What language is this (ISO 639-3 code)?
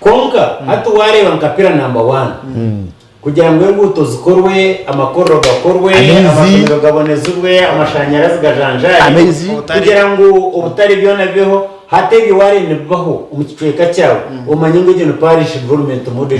nyn